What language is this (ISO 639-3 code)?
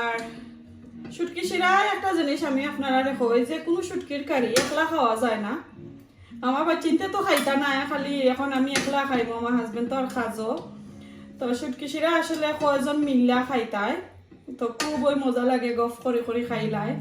syl